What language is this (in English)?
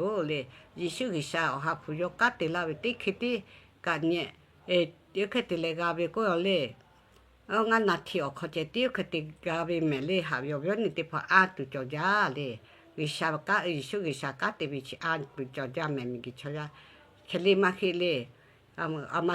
Lahu